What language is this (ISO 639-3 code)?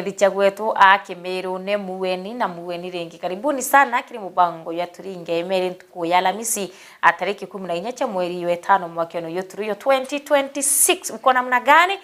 mer